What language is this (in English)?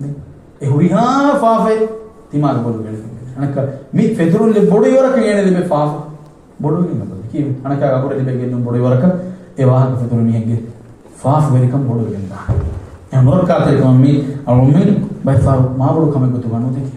Divehi